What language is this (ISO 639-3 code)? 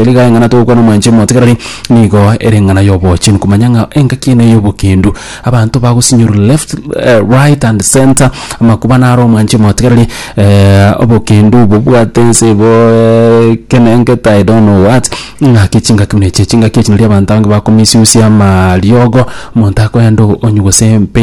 guz